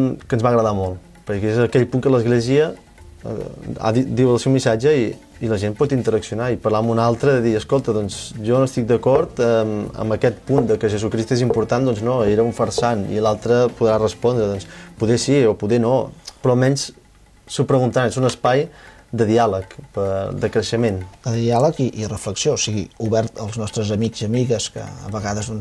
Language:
Catalan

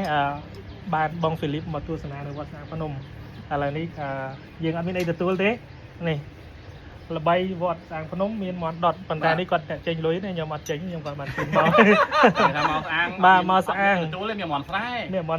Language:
Khmer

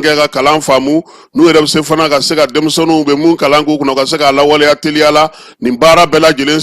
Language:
Bambara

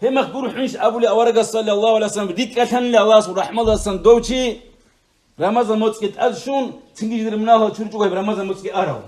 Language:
Avaric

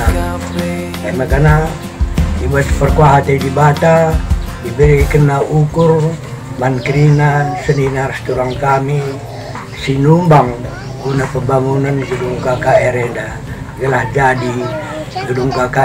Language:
Batak Karo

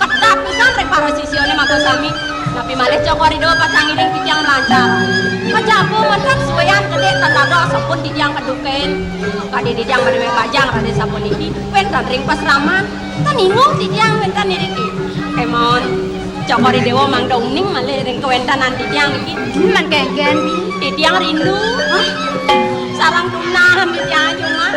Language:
Balinese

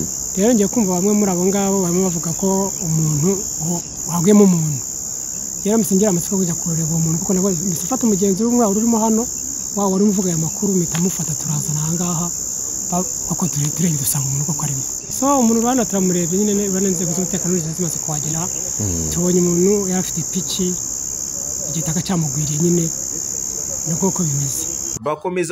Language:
Kinyarwanda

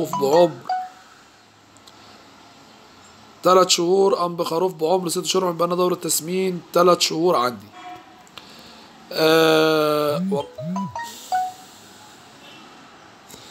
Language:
Egyptian Arabic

